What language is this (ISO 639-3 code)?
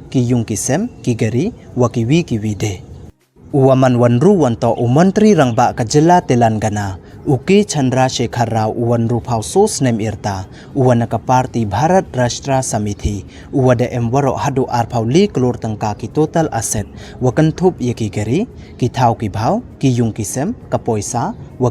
pbv